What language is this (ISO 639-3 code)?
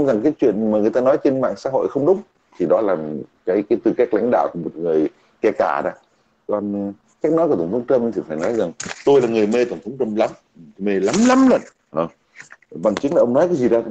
vie